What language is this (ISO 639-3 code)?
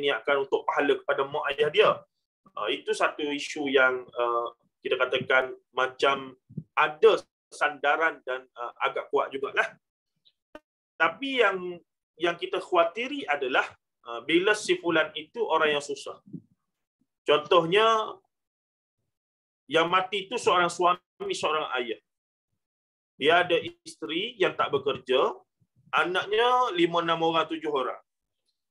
msa